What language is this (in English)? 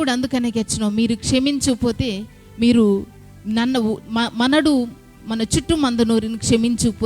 Koya